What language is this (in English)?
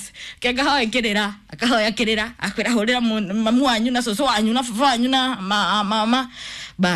Kikuyu